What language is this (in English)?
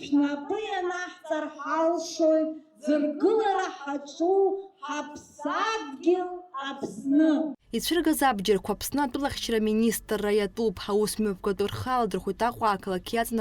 Abkhazian